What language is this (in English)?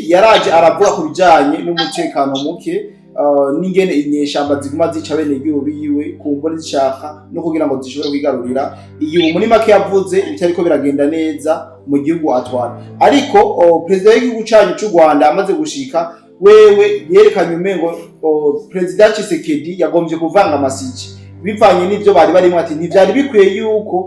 Rundi